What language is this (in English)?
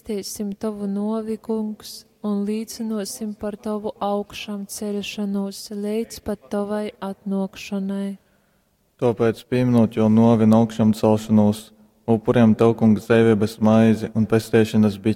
Latgalian